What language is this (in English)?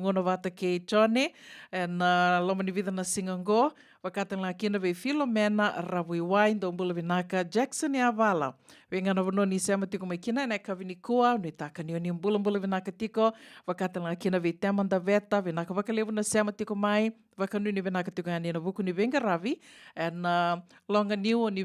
Fijian